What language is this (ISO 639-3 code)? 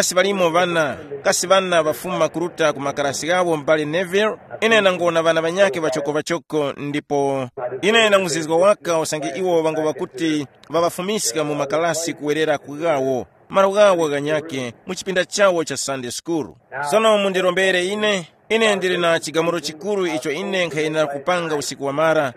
tum